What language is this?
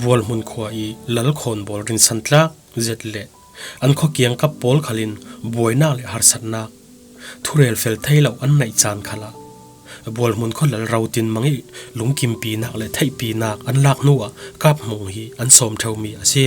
Falam Chin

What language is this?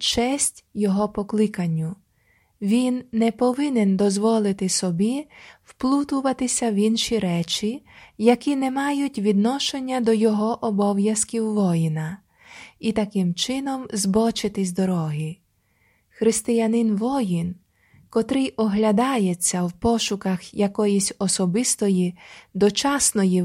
Ukrainian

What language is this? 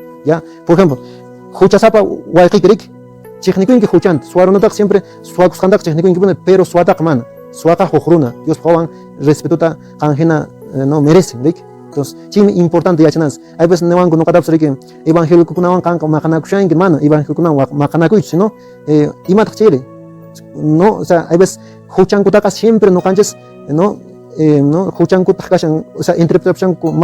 Quechua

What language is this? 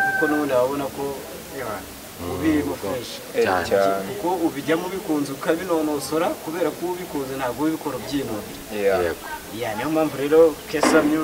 Kinyarwanda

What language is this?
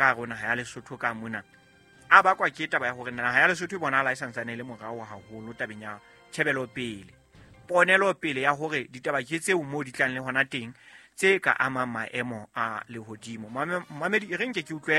Southern Sotho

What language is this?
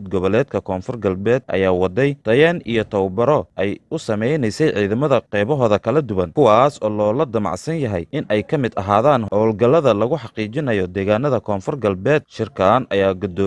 Somali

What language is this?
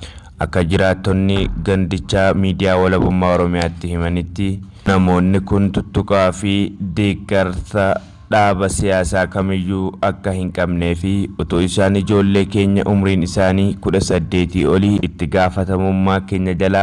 Oromo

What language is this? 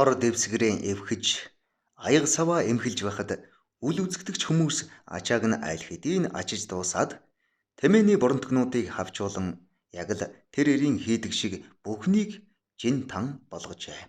Mongolian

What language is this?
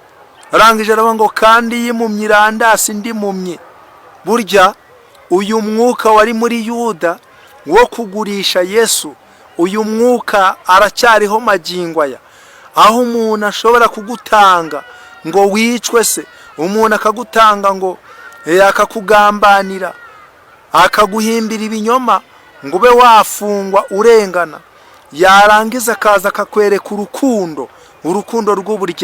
Kinyarwanda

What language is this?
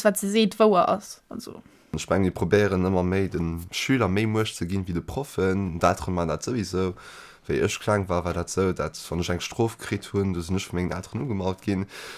Luxembourgish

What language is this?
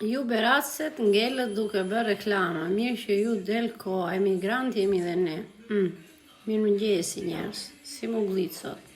Albanian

